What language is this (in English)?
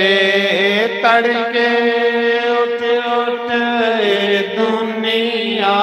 Dogri